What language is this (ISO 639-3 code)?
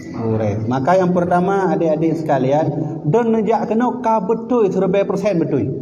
ace